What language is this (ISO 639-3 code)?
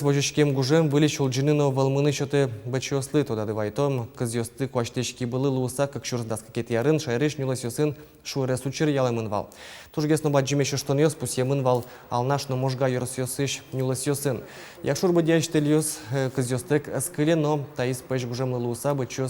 udm